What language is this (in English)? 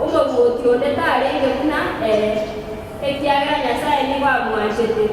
Gusii